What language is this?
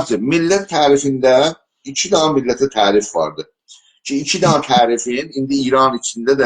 South Azerbaijani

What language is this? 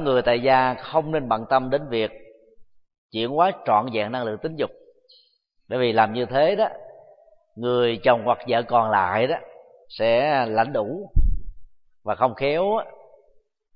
Vietnamese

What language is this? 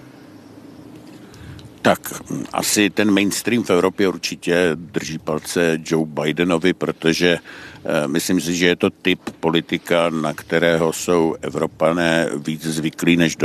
Czech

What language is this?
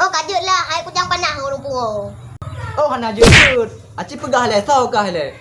Achinese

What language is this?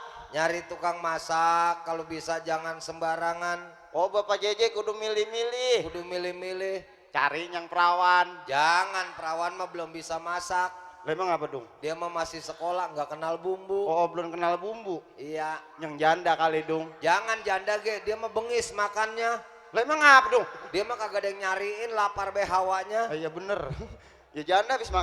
Betawi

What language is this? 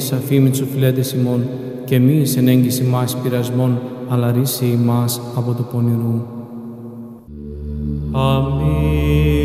Greek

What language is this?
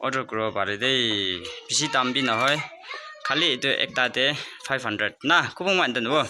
Naga Pidgin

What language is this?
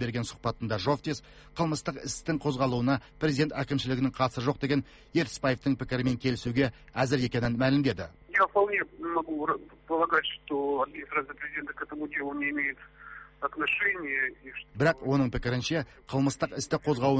Kazakh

